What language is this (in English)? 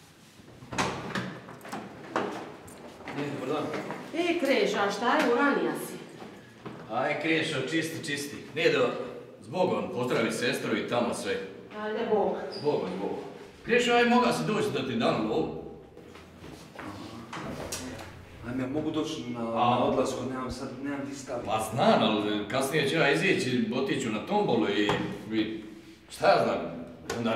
Croatian